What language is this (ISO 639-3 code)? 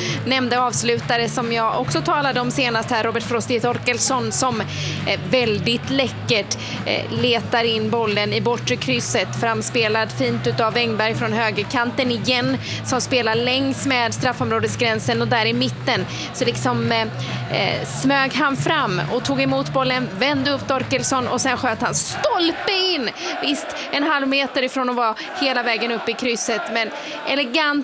swe